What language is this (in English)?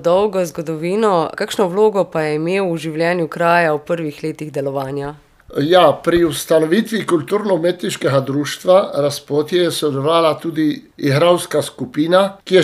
Slovenian